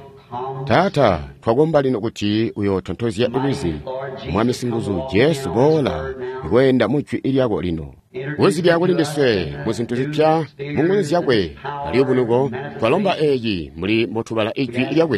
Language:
Tonga (Zambia)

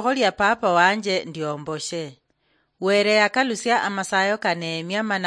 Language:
Luyia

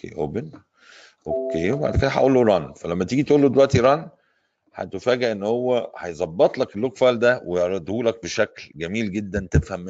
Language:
Egyptian Arabic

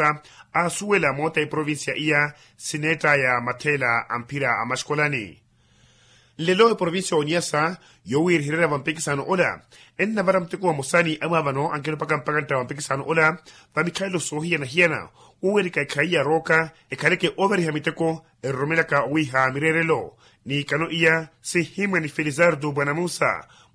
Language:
Makhuwa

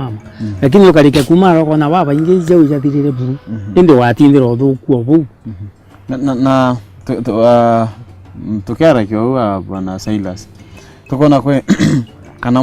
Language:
Meru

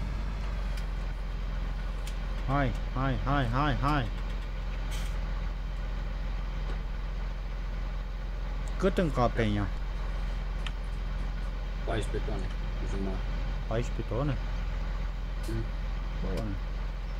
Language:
Romanian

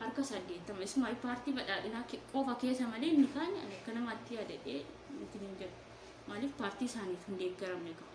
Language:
Oromo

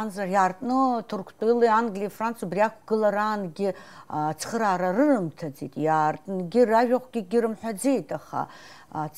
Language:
Abkhazian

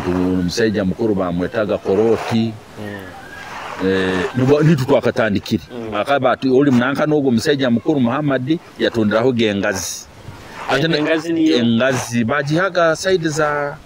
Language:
Nyoro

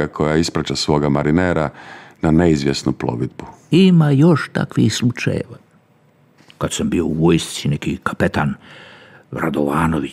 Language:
Croatian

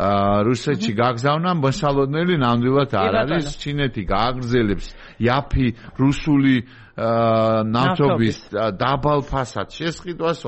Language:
Georgian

